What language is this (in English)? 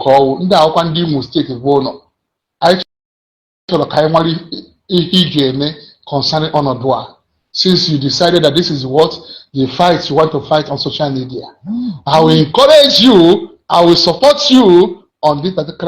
Igbo